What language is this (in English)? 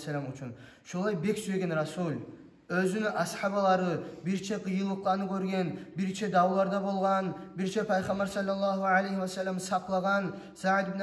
Kumyk